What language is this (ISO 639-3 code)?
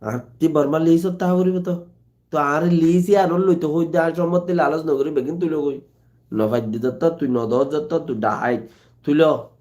rhg